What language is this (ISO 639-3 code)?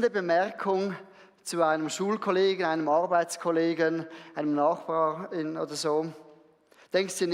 gsw